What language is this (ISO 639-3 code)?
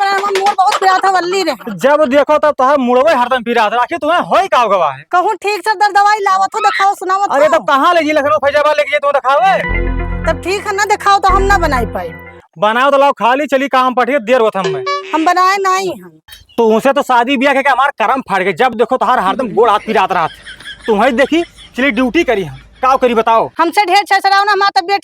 awa